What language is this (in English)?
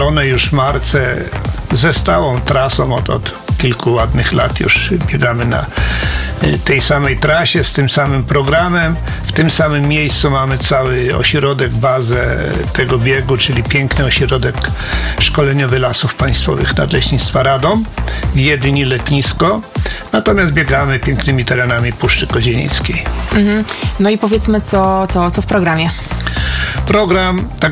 Polish